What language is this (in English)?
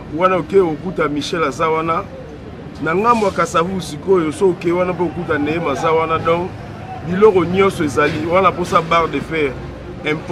Lingala